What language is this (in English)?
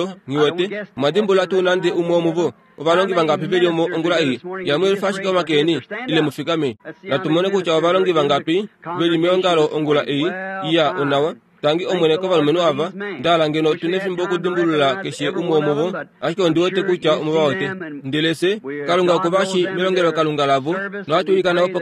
Kuanyama